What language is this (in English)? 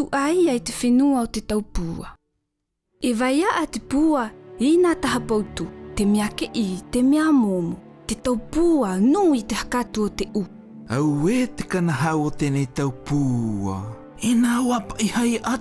South Marquesan